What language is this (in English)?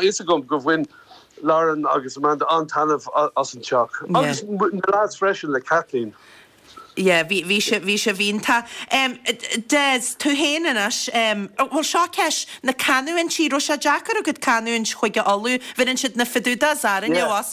Irish